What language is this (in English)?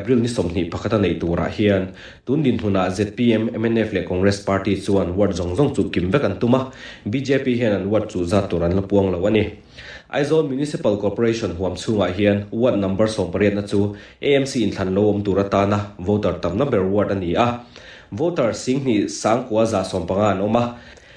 Mizo